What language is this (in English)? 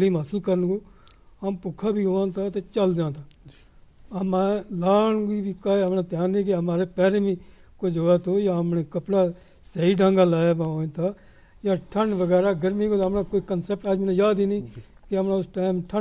Gujari